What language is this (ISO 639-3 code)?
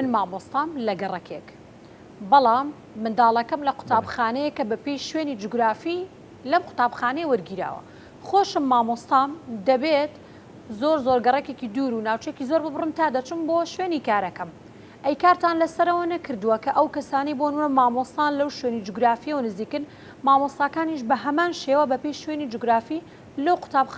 ckb